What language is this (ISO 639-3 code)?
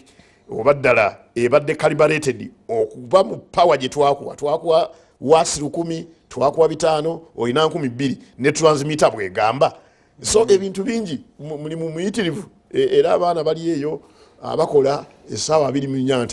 lug